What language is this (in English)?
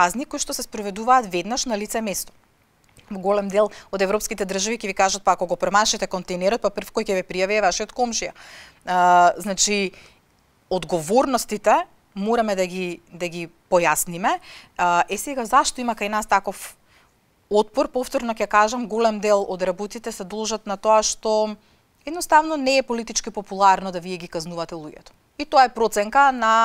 Macedonian